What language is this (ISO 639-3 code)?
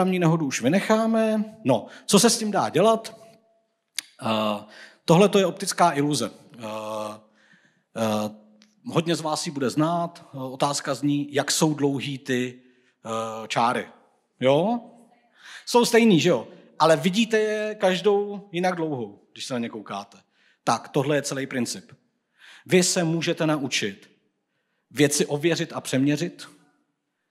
ces